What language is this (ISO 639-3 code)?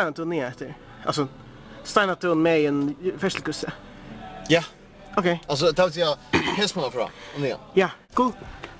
fao